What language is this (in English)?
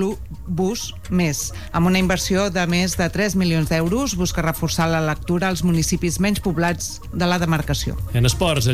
Catalan